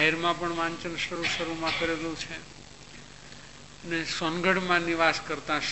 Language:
Gujarati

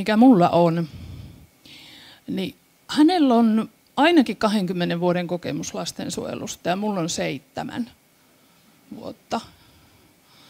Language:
Finnish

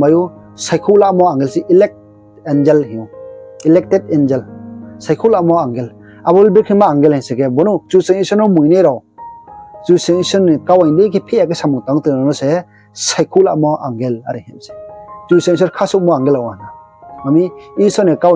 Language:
Riang (India)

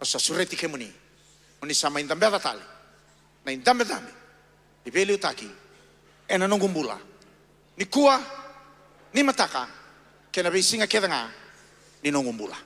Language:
Fijian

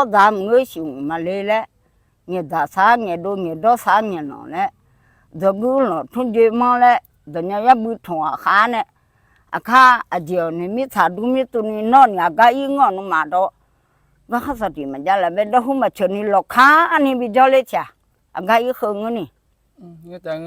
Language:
Akha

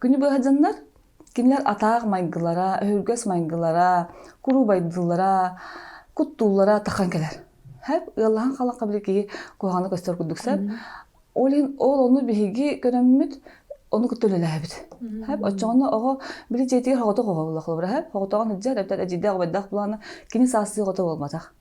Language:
Yakut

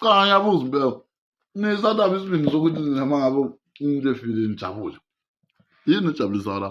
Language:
Zulu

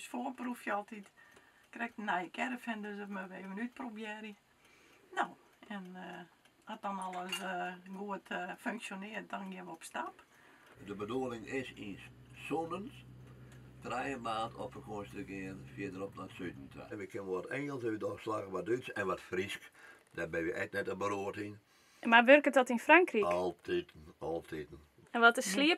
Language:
Western Frisian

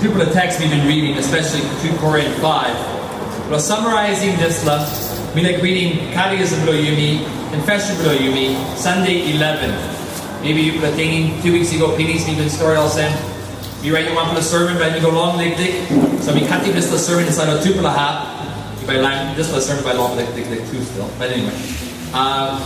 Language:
Tok Pisin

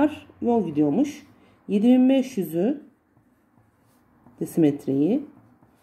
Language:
Turkish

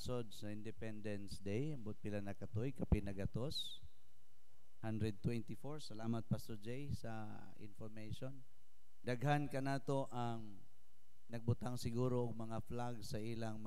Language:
Cebuano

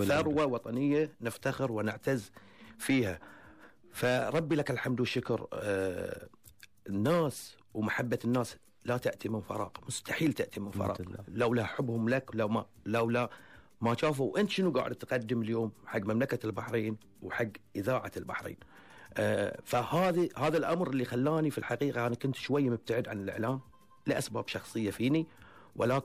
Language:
Gulf Arabic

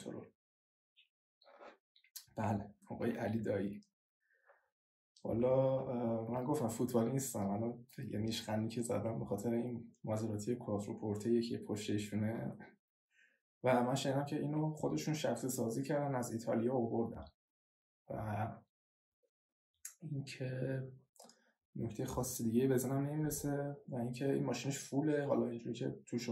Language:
Persian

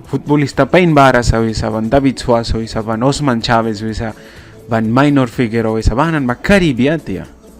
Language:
Mískito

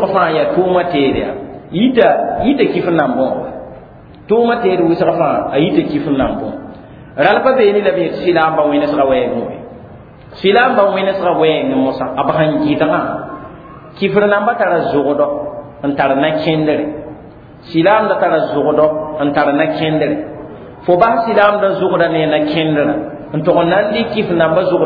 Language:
Mossi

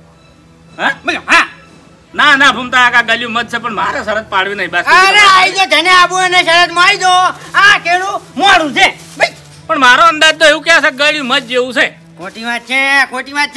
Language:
Gujarati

